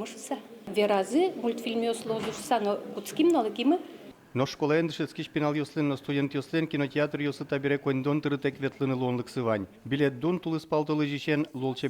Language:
Udmurt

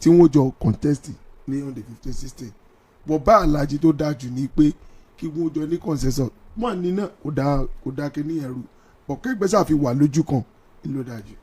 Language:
Yoruba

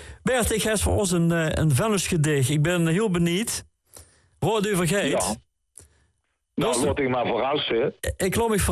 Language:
Dutch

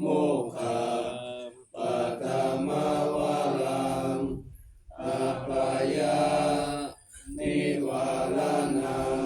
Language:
Pali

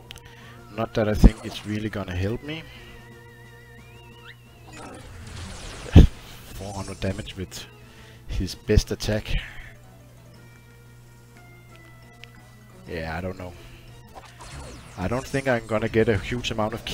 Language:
English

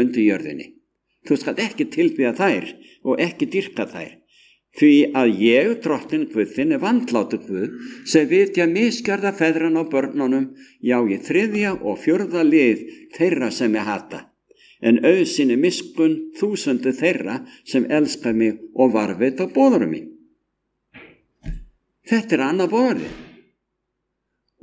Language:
Icelandic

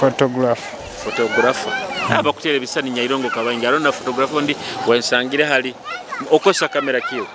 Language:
Nyoro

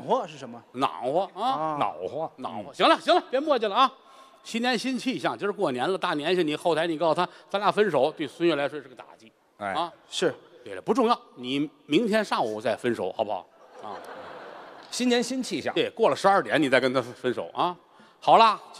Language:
Chinese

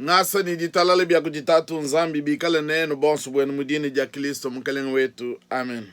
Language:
Luba-Lulua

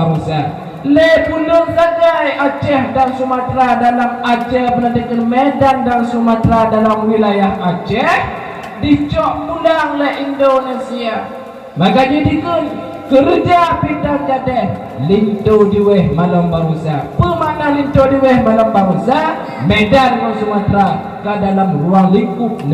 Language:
Achinese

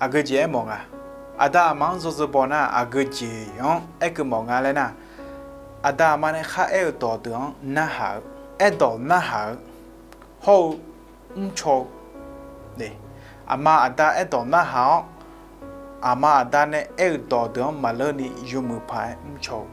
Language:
Akha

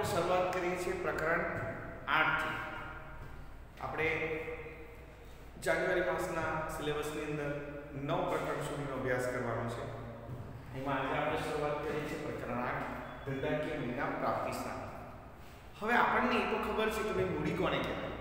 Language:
Gujarati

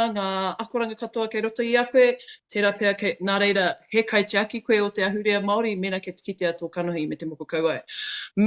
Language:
Māori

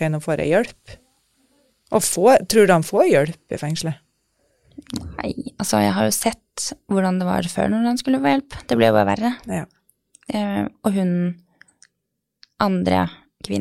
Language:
Norwegian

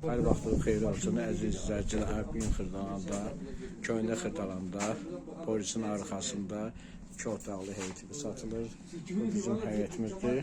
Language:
Azerbaijani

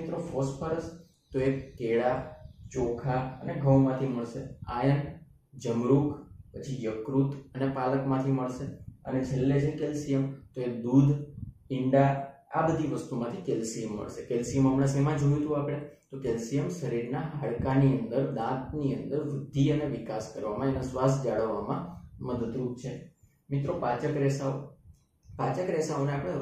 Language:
Gujarati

